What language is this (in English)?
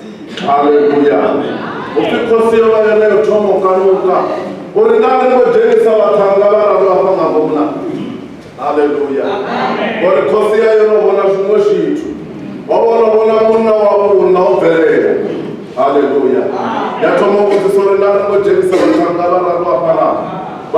Venda